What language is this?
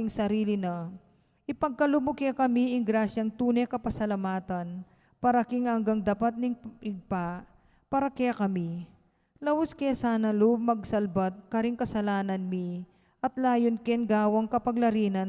Pampanga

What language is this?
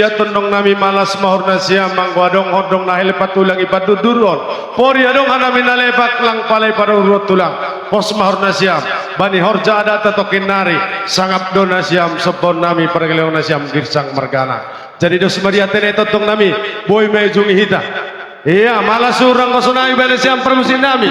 Batak Simalungun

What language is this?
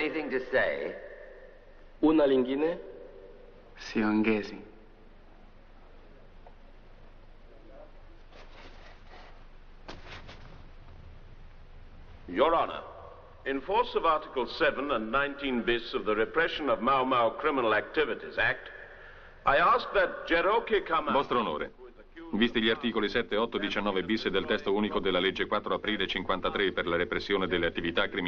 Italian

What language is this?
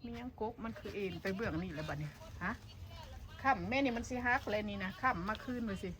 Northeastern Thai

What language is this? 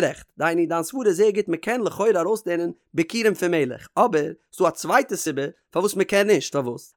Yiddish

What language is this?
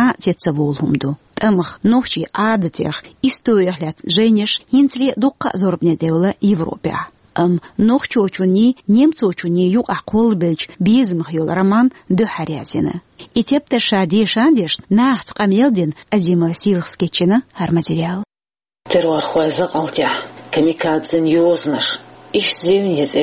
Chechen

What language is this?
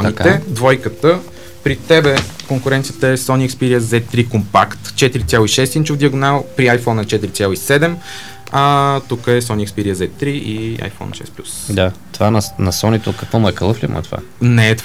Bulgarian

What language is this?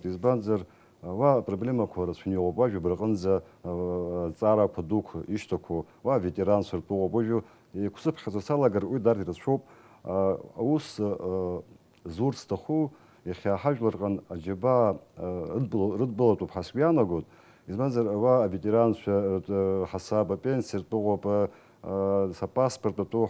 Abkhazian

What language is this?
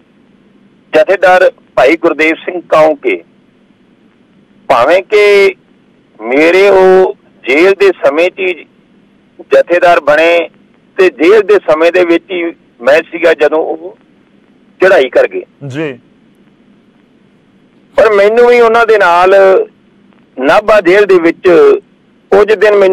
Punjabi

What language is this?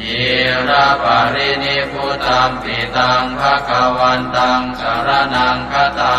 Pali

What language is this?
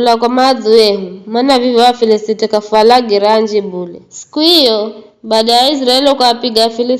Giryama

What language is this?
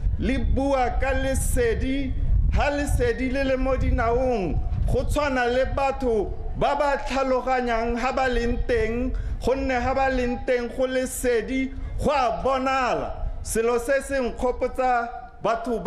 Tswana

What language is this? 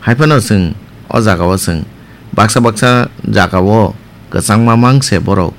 Kok Borok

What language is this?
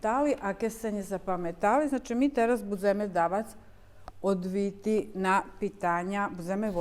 Rusyn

